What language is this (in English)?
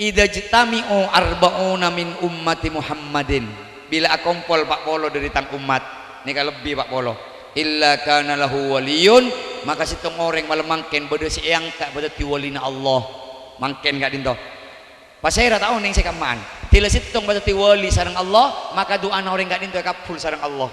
Madurese